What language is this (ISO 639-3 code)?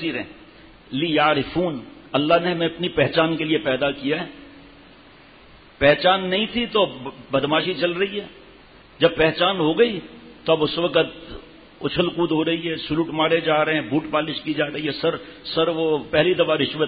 urd